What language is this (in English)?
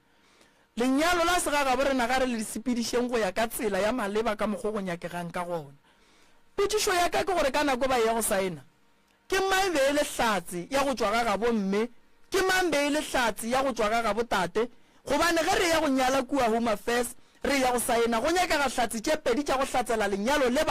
Northern Sotho